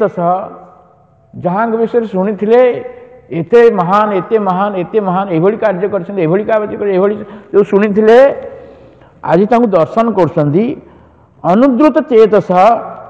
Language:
Odia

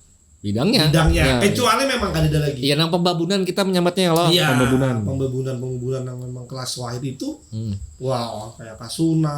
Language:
Banjar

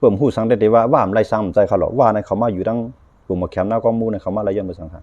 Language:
Shan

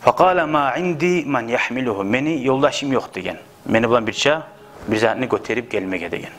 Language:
Kumyk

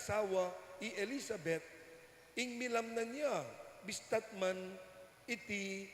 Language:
Pampanga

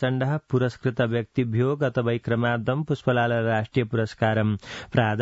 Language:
Sanskrit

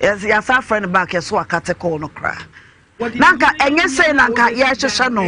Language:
Akan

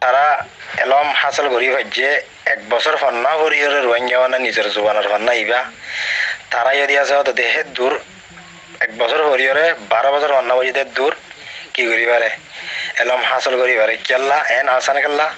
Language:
Rohingya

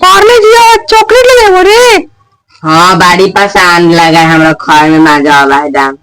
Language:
Magahi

